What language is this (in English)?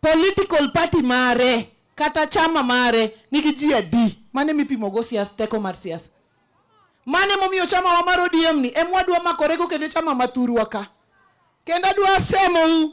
Luo (Kenya and Tanzania)